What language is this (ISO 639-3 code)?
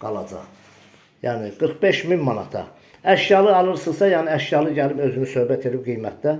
aze